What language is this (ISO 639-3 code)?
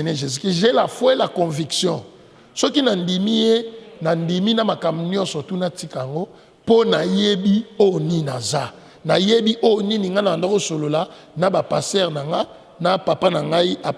lin